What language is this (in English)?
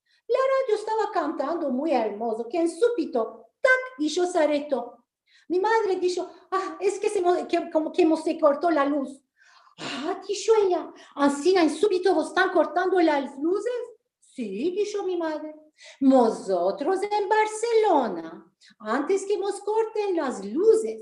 Ladino